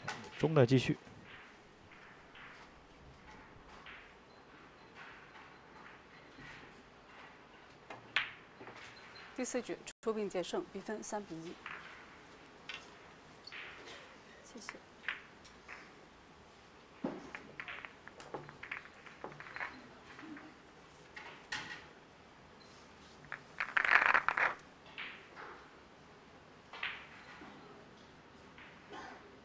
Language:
Chinese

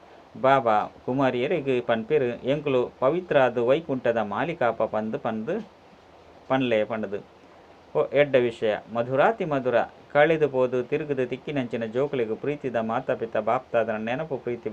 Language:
Tulu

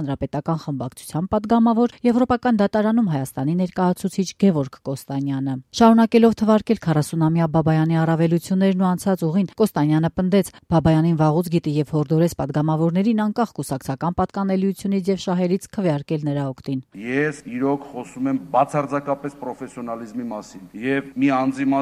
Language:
Armenian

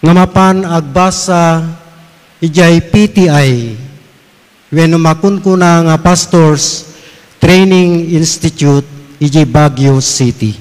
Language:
Iloko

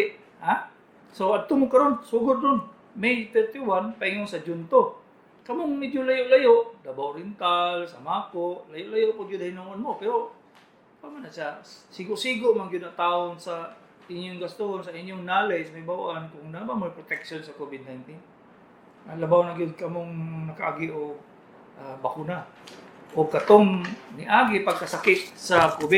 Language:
Cebuano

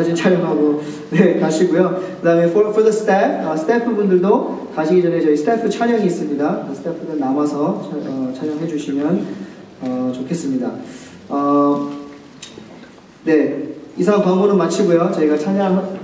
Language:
Korean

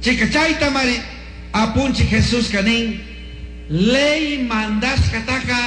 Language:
Chimborazo Highland Quichua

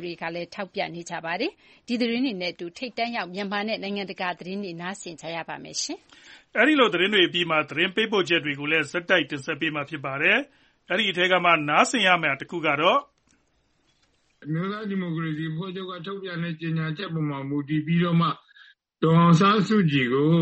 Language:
Burmese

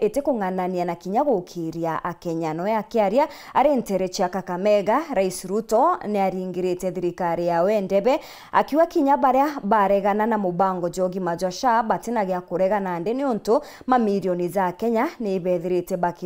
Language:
Meru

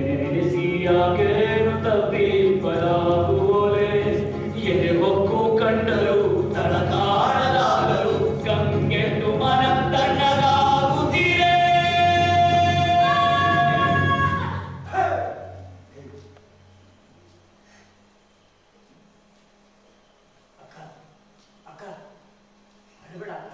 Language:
Kannada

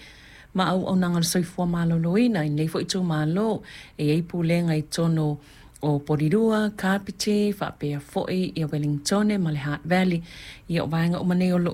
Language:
Samoan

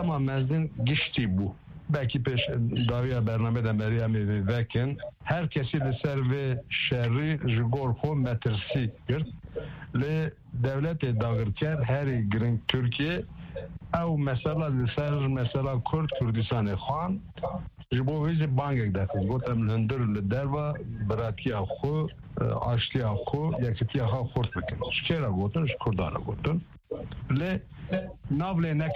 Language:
Kurdish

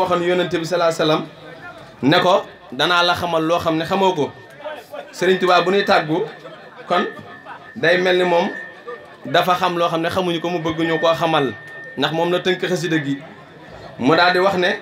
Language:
Wolof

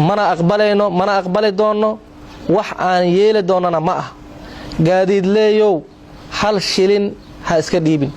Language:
Somali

